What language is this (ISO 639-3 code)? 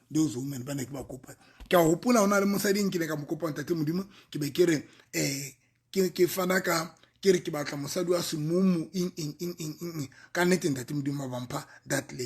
sot